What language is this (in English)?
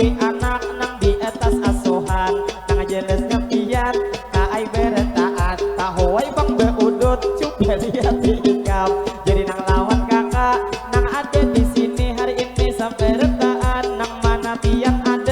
Banjar